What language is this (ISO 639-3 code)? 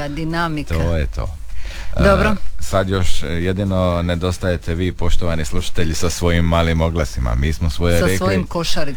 hrv